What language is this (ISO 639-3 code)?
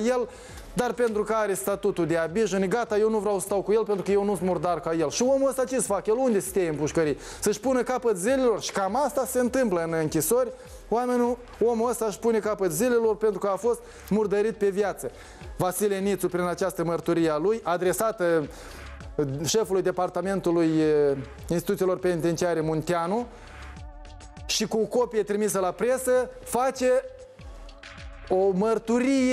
ron